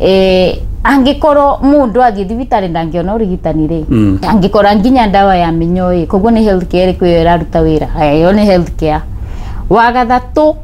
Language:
Kikuyu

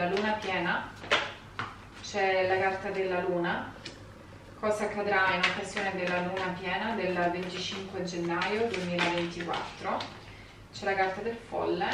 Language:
Italian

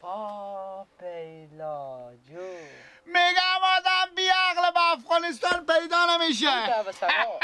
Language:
Persian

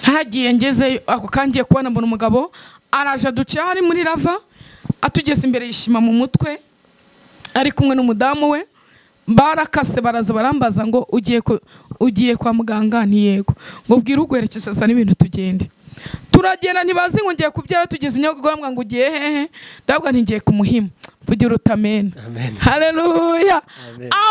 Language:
Kinyarwanda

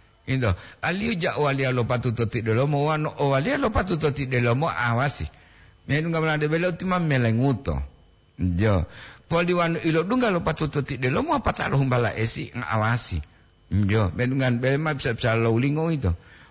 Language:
Gorontalo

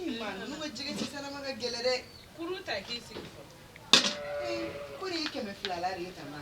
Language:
Bambara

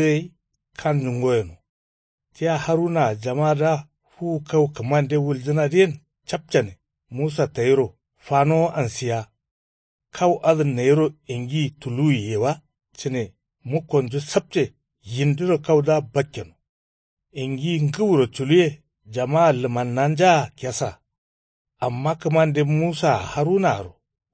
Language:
Kanuri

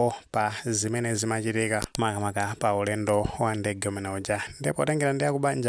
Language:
Nyanja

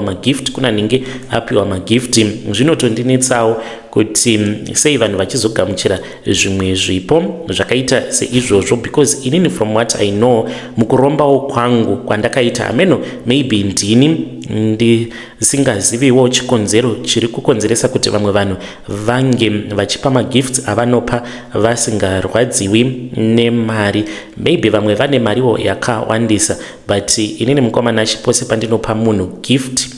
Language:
Shona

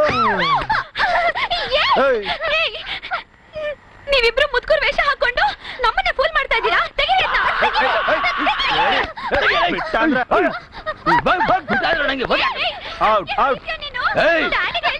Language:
Kannada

